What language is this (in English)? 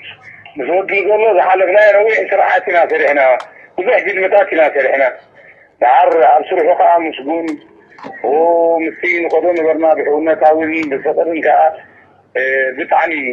Tigrinya